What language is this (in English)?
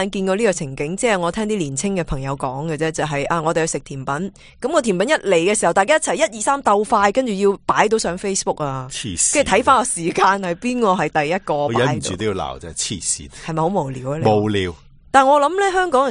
Cantonese